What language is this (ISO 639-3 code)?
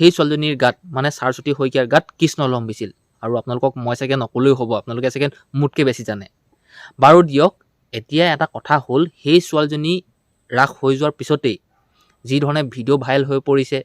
asm